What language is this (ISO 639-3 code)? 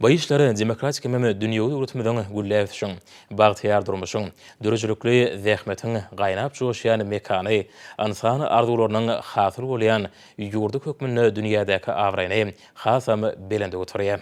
tuk